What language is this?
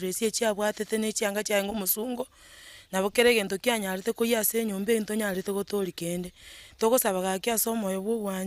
Gusii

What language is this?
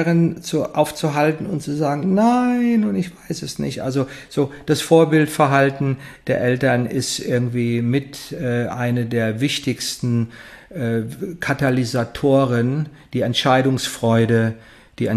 German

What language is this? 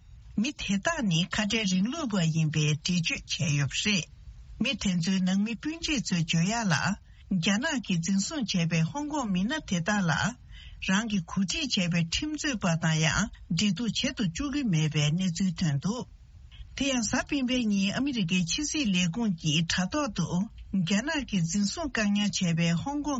Tibetan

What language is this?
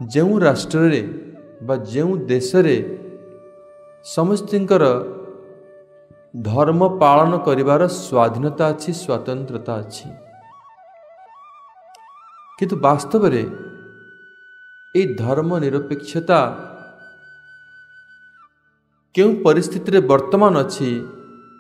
Odia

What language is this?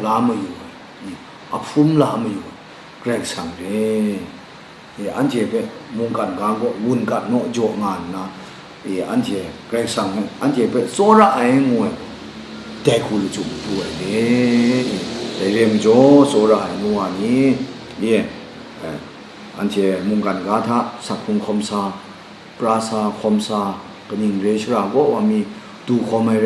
Kachin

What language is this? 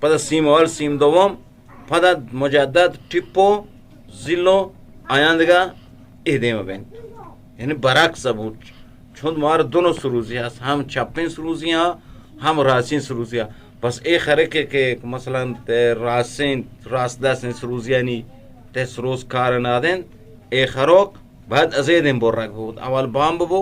Eastern Balochi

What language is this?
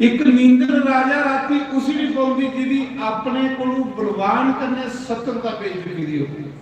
Dogri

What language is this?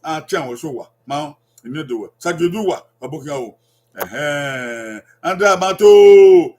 Bini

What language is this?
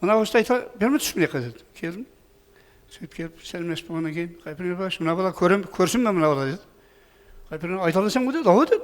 Kara-Kalpak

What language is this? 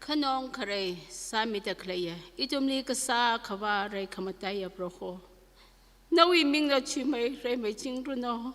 Tangkhul Naga (India)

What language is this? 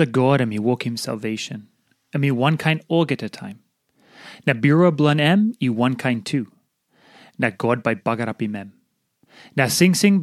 Tok Pisin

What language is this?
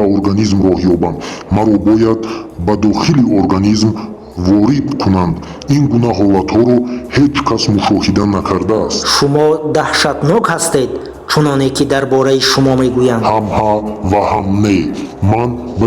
Tajik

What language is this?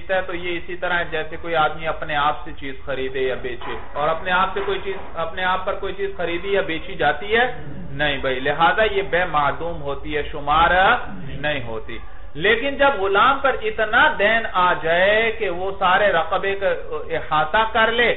Urdu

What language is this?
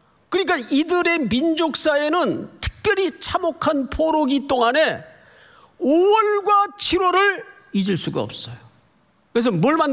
Korean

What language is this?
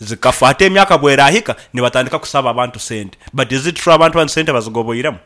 Nyankole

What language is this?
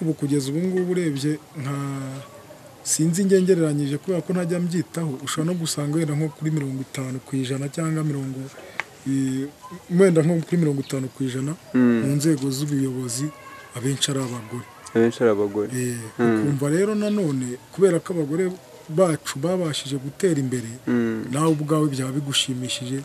Kinyarwanda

